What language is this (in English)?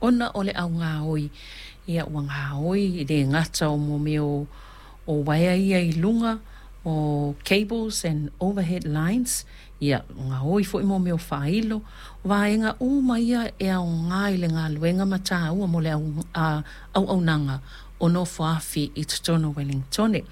Samoan